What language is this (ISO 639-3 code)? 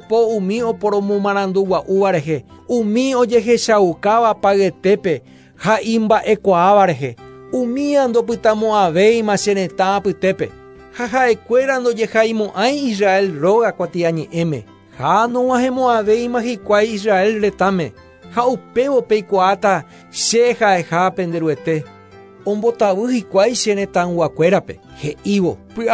grn